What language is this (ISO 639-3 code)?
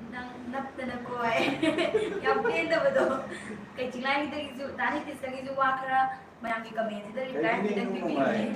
mni